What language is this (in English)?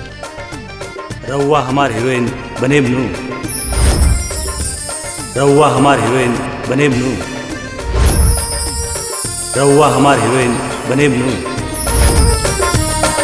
Bhojpuri